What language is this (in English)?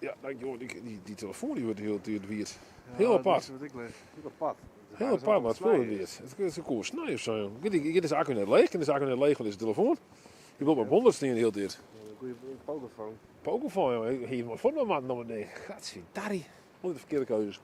Western Frisian